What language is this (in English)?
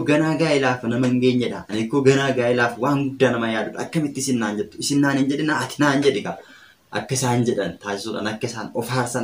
Oromo